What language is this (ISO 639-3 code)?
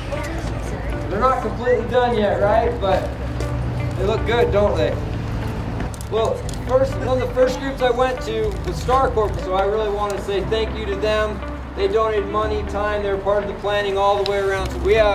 eng